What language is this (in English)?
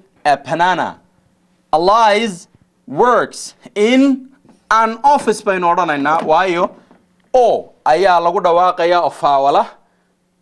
Somali